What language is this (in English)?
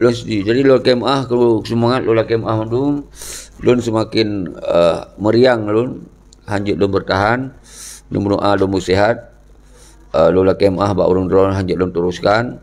Achinese